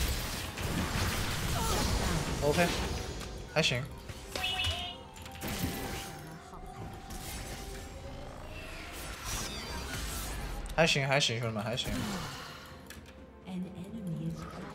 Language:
Chinese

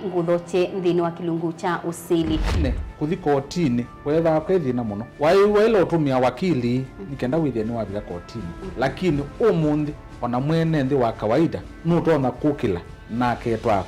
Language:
Kamba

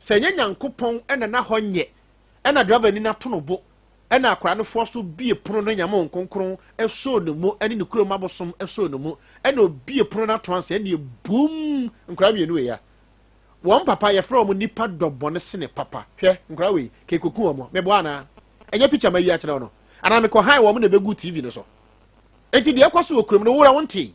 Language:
Akan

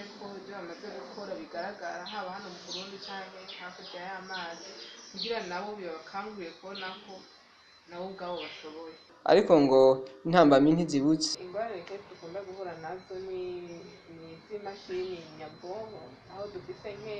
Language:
Rundi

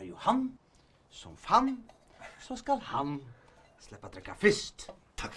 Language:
Faroese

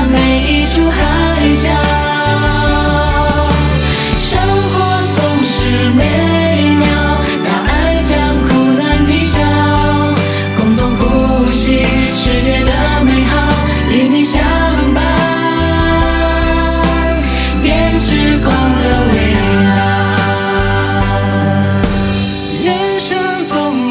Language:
Chinese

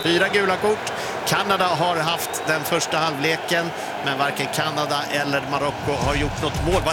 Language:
Swedish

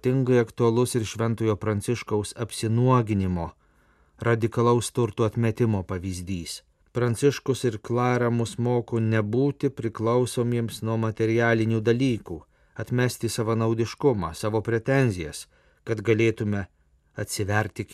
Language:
Lithuanian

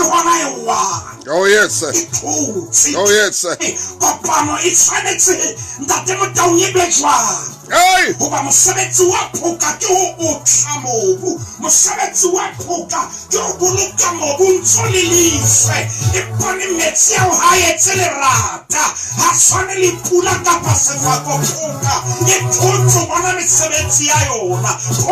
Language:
Southern Sotho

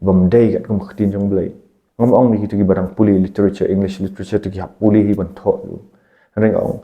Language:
Khasi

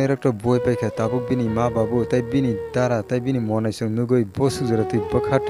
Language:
Kok Borok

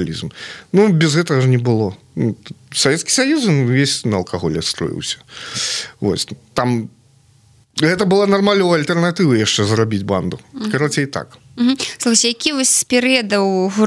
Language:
Belarusian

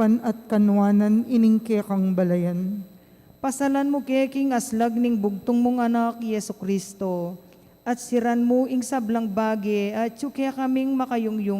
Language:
Pampanga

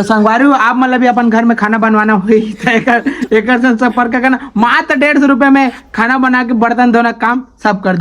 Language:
Chhattisgarhi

